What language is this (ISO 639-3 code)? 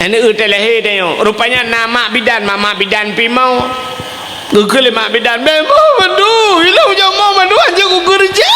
ace